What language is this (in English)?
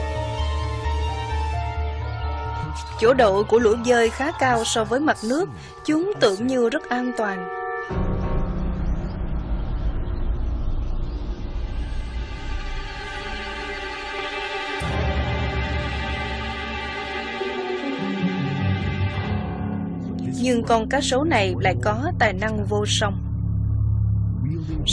Vietnamese